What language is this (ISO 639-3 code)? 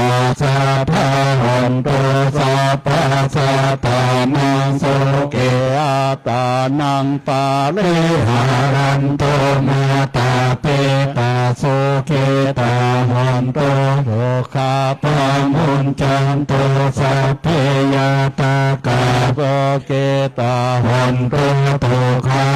pli